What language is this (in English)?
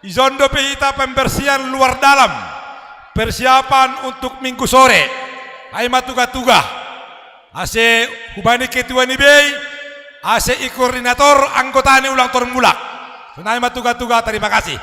Batak Simalungun